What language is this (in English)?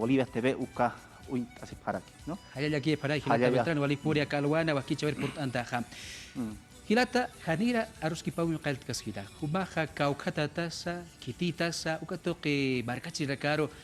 Aymara